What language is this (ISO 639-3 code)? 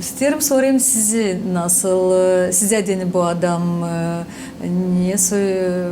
gag